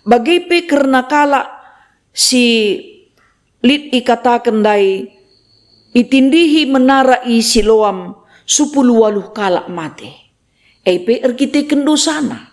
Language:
Batak Karo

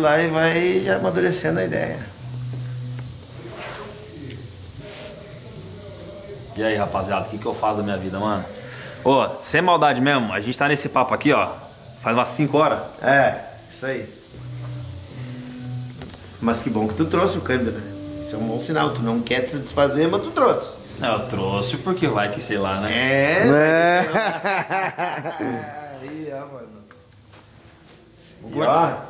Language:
Portuguese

